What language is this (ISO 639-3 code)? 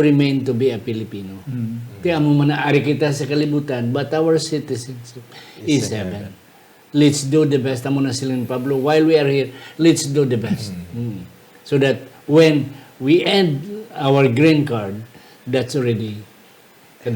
hil